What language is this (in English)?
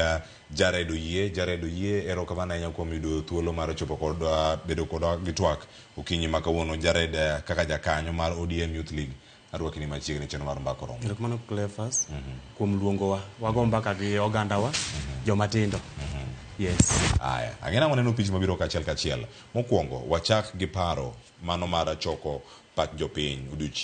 Luo (Kenya and Tanzania)